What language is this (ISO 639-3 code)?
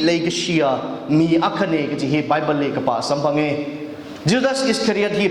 nmf